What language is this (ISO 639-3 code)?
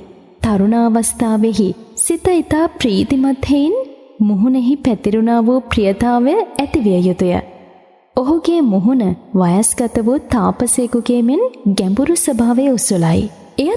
sin